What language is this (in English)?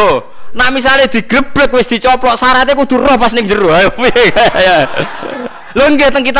Javanese